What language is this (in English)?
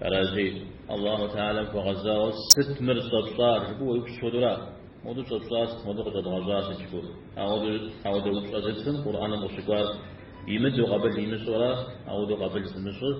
Kabardian